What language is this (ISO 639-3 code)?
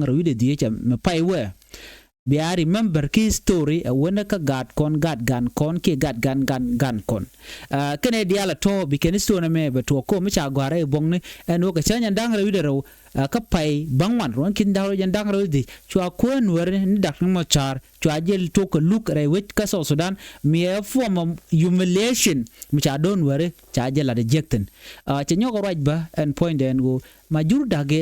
nus